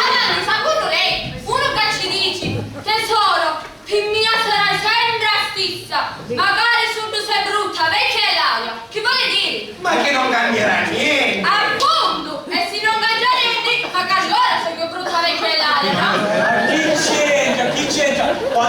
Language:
Sicilian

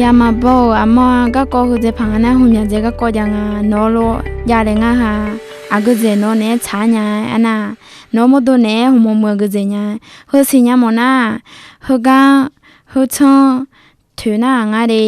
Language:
Akha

